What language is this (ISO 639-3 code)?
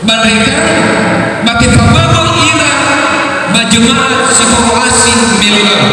nia